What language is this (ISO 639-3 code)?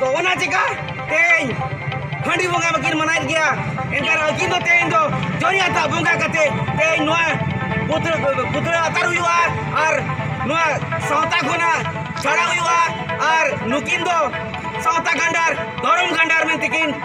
sat